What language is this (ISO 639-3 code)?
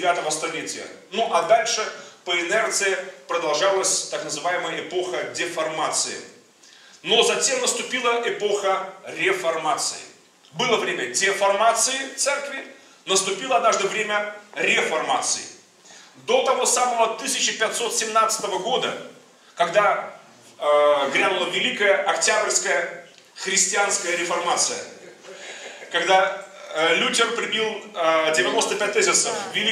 rus